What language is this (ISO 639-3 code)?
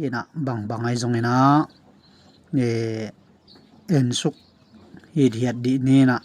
ctd